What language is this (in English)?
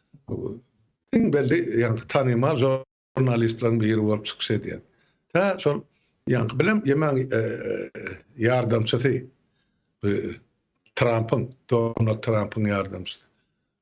Turkmen